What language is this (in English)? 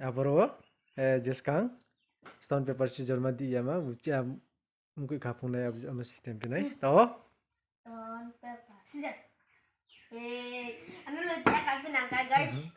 Riang (India)